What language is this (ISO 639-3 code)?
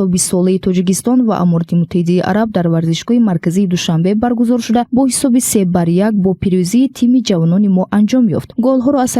tgk